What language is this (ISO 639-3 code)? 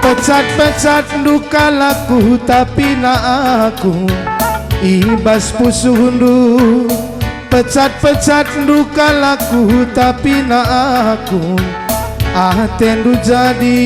btx